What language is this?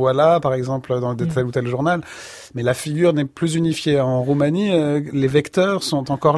French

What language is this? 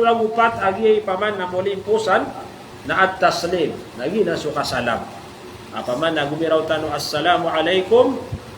Maranao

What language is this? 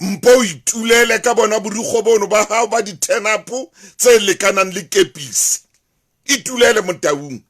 Southern Sotho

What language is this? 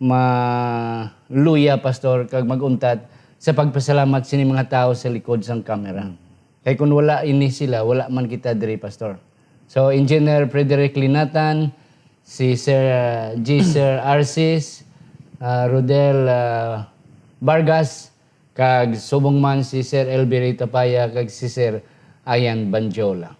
Hiligaynon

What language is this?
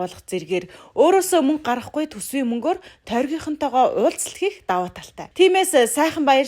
Mongolian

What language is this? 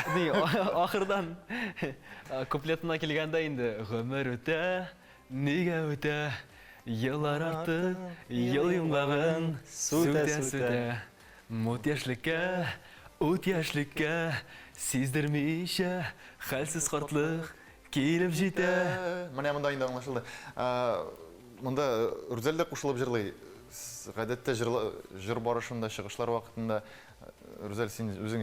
Tatar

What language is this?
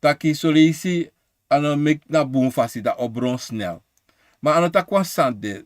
Sranan Tongo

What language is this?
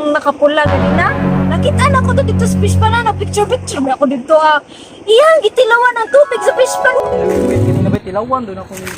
Cebuano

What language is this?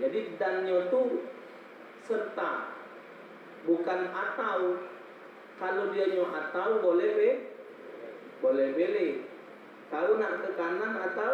Musi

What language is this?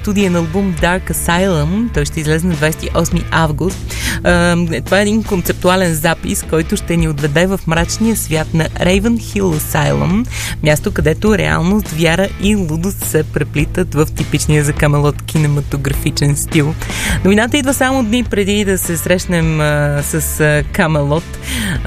Bulgarian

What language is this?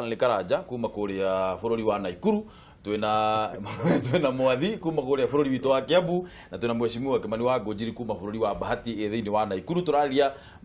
Kikuyu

